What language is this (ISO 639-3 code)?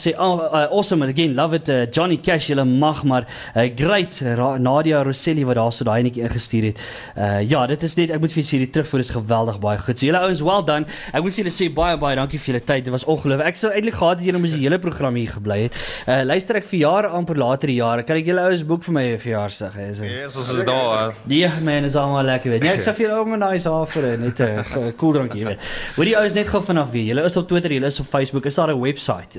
afr